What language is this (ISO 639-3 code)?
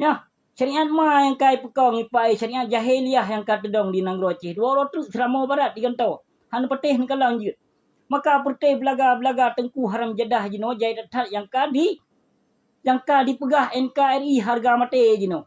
ace